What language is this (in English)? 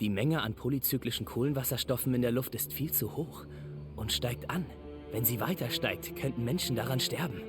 Bavarian